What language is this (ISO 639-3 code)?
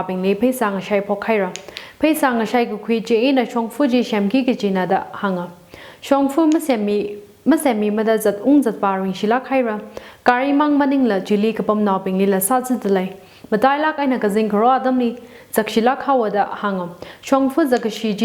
nmf